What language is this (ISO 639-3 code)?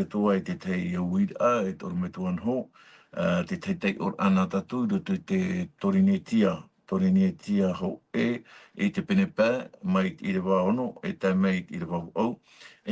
tah